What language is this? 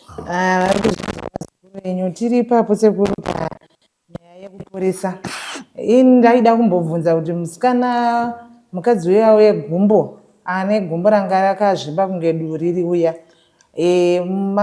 Shona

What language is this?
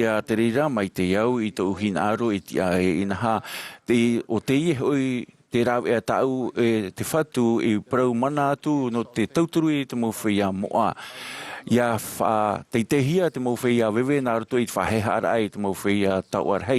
Tahitian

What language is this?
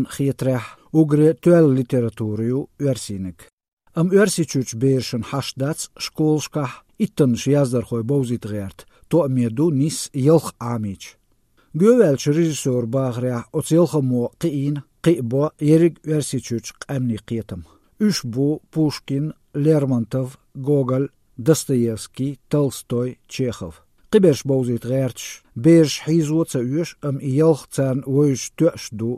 Chechen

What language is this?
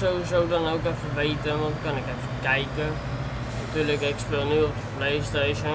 Dutch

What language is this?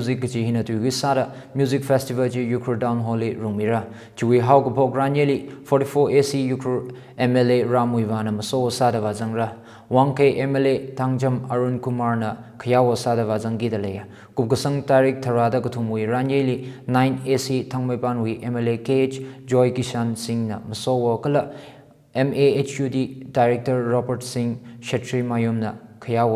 Tangkhul Naga (India)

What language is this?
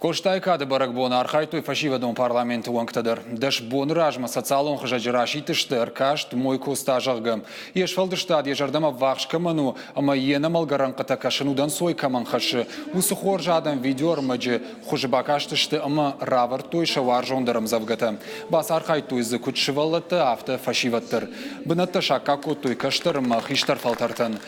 Ossetic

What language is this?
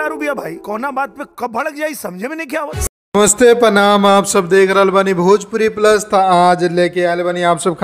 Bhojpuri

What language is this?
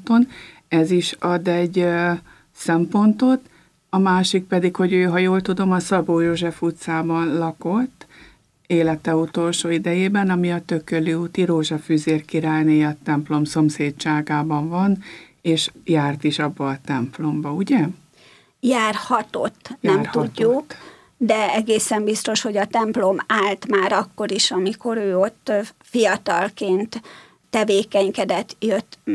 Hungarian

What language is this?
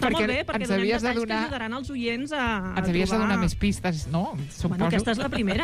Catalan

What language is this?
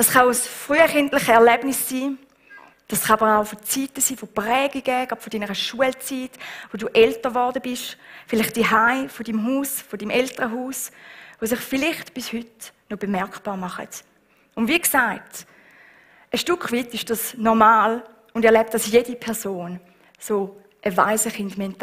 Swiss German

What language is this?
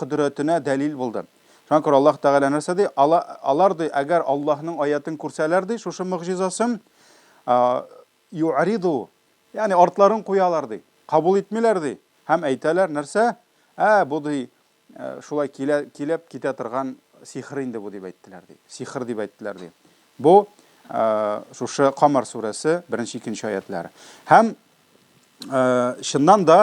Tatar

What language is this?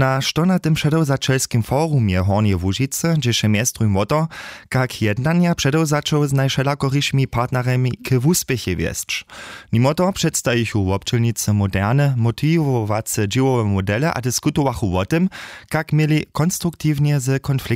Upper Sorbian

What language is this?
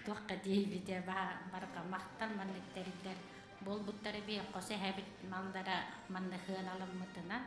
Yakut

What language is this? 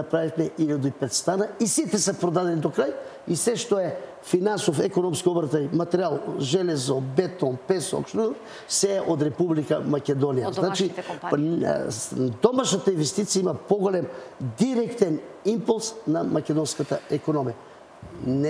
Macedonian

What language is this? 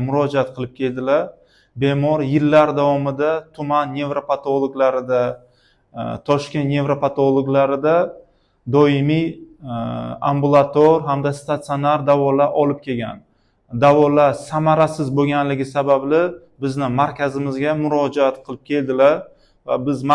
Uzbek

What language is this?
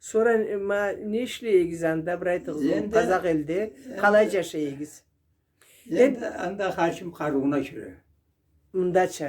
Karachay-Balkar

